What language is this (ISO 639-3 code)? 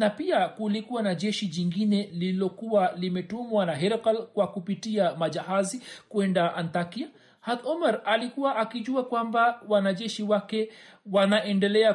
swa